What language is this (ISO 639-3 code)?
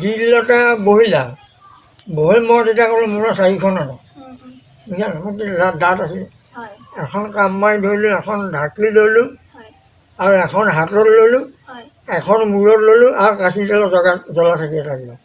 asm